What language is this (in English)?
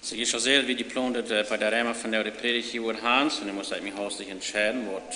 Plautdietsch